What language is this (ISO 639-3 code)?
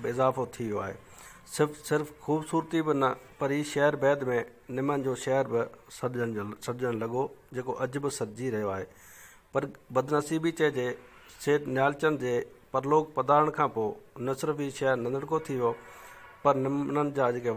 snd